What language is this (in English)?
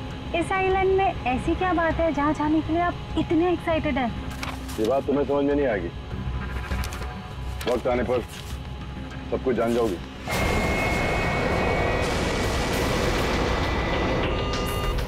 Hindi